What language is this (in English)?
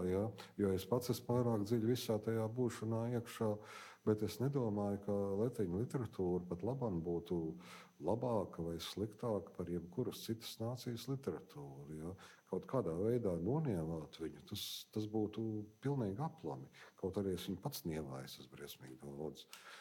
Latvian